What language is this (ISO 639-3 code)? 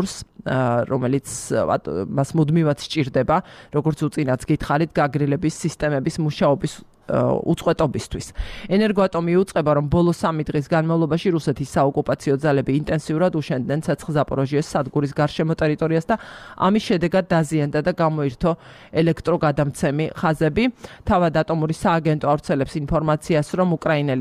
kat